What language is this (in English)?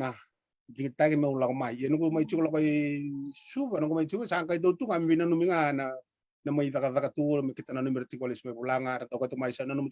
Fijian